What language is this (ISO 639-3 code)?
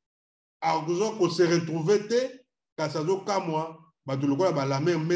lin